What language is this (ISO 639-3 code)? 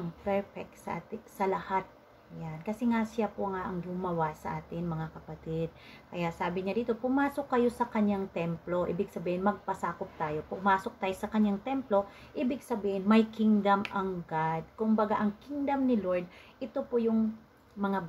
fil